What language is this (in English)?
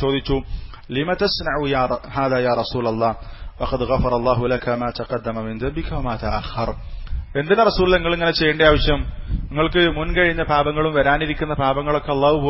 Malayalam